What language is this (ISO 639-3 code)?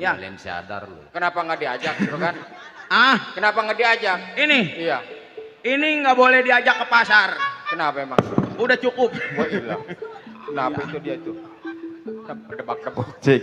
bew